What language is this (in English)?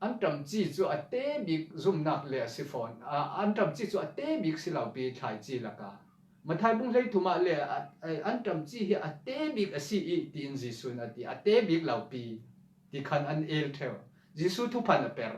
Falam Chin